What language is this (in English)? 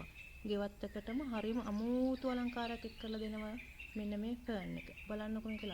Sinhala